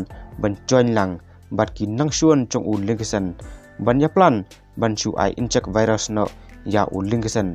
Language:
Khasi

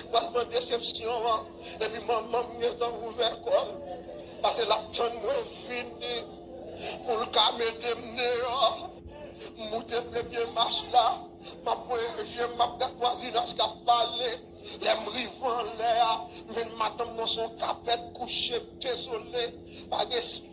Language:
Haitian Creole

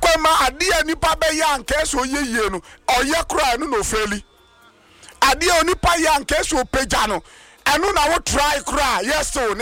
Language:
Akan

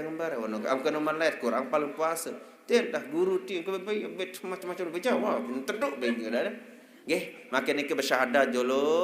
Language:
Sasak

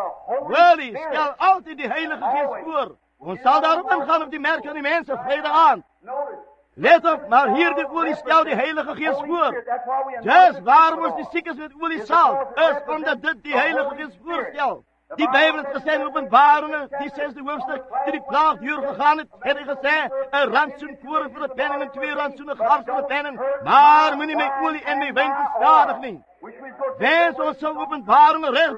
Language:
Afrikaans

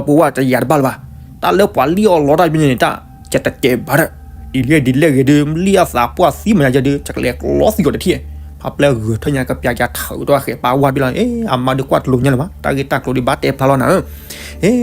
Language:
S'gaw Karen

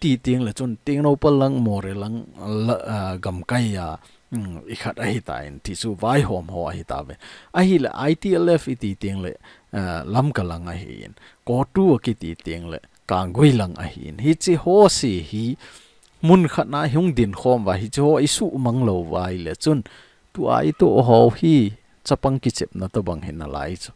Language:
Thado Chin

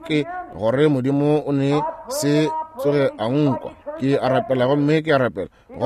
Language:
Northern Sotho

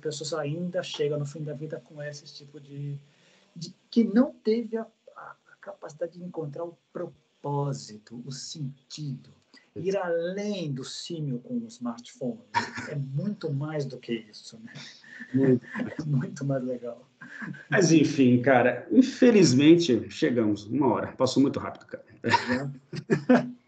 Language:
Portuguese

